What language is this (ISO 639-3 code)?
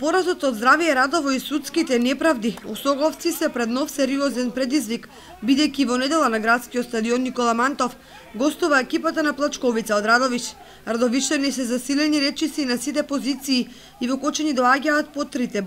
mkd